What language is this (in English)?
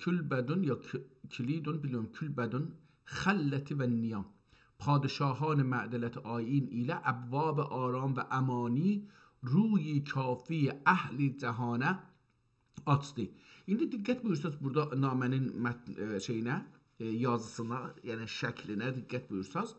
South Azerbaijani